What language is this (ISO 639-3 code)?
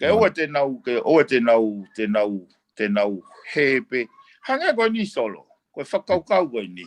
ton